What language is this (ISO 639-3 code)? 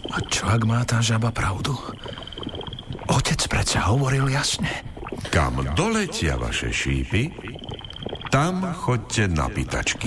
slk